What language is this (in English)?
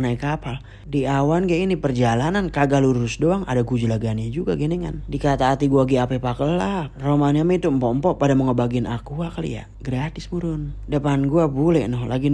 Betawi